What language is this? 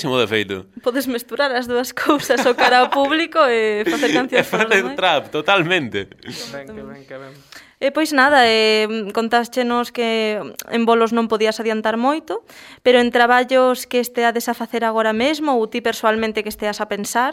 Galician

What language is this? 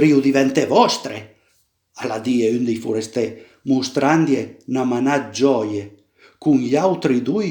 Piedmontese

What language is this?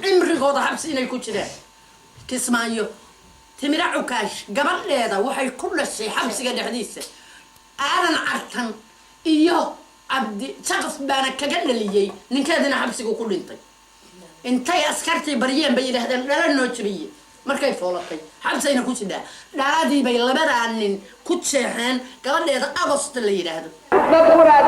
Somali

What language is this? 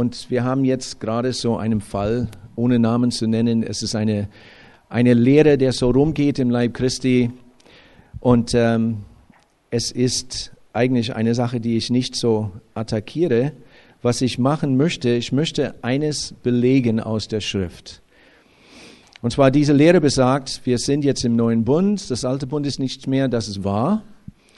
German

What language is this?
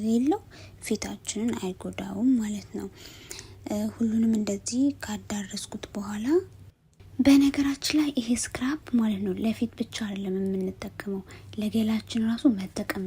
Amharic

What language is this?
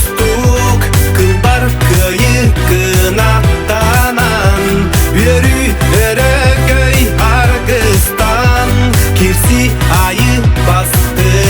Yakut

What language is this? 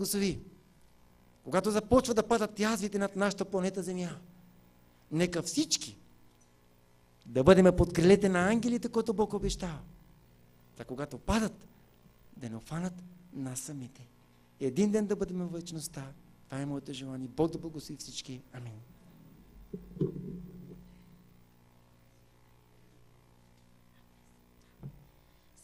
Bulgarian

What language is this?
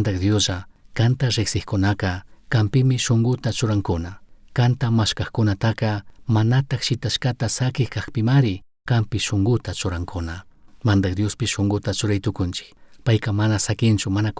Chimborazo Highland Quichua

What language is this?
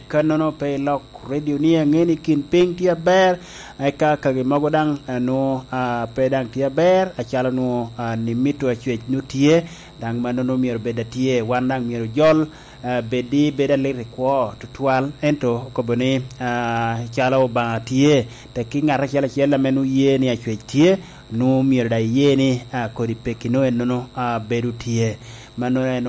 Lango (Uganda)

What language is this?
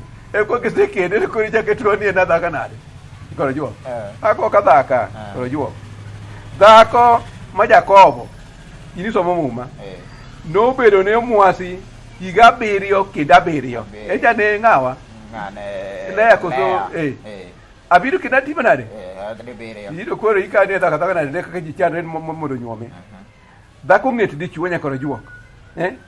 Luo (Kenya and Tanzania)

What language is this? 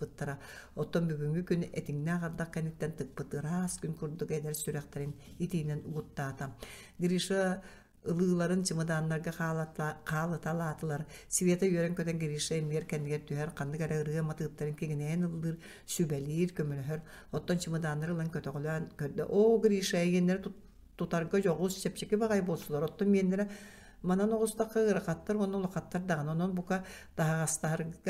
Yakut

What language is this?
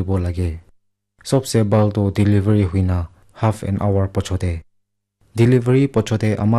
Naga Pidgin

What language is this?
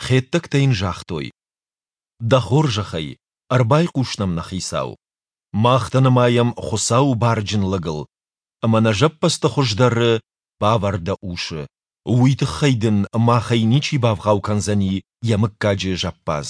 Ossetic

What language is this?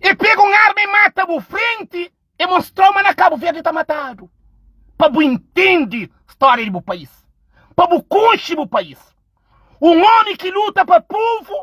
Kabuverdianu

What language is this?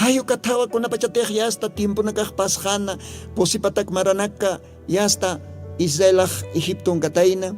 Aymara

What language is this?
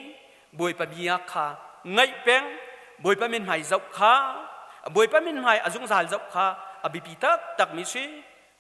Hakha Chin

